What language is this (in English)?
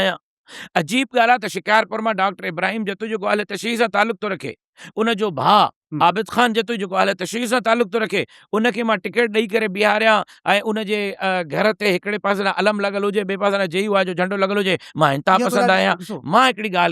Sindhi